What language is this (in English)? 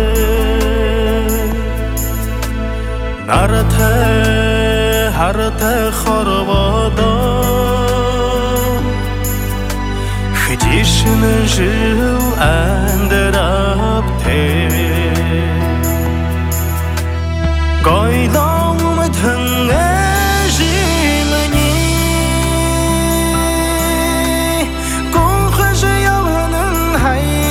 Buriat